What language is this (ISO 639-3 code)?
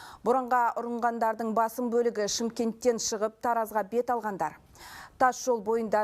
kaz